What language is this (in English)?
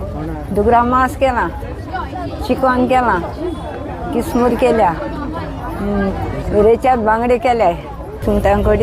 Konkani